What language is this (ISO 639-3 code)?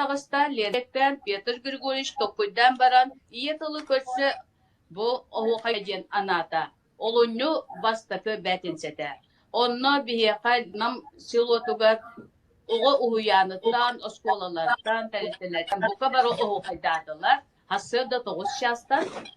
sah